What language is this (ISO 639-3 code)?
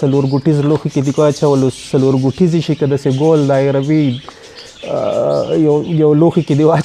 pus